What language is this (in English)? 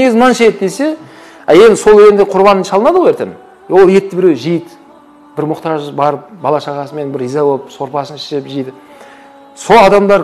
Kazakh